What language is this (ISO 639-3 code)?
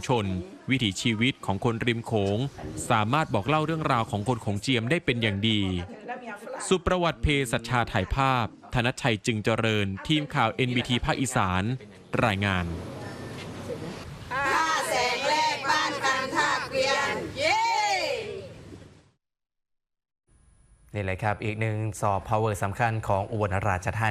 tha